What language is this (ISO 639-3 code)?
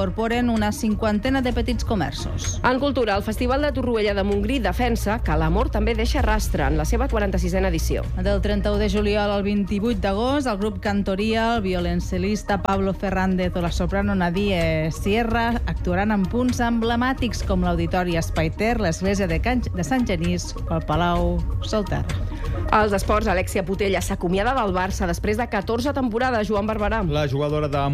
cat